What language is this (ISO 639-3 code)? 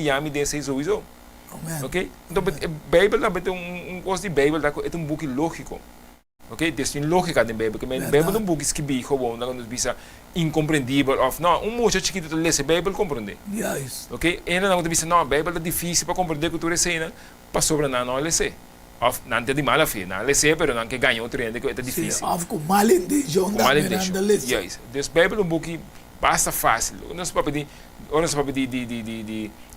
pap